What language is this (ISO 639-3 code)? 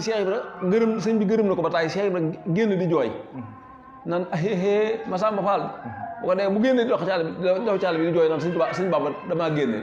wol